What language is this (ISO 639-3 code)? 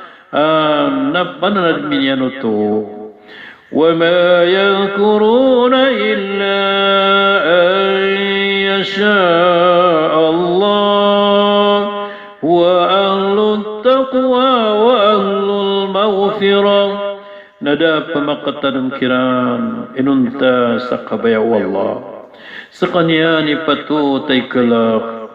mrw